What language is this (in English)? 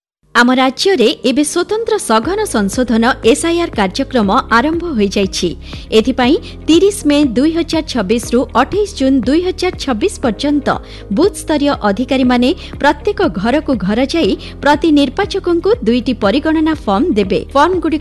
Odia